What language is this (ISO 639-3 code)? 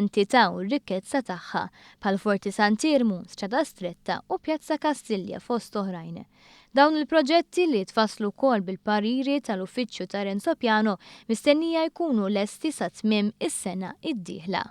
mlt